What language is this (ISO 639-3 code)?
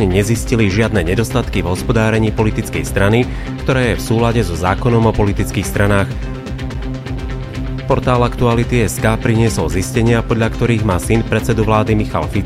slk